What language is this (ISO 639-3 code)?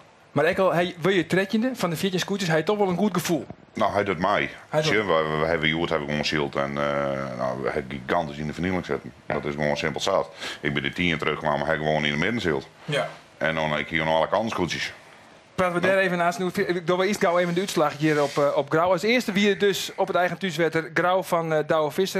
fry